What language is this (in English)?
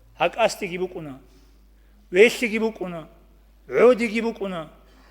Avaric